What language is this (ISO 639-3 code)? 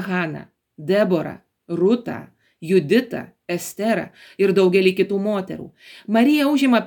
lit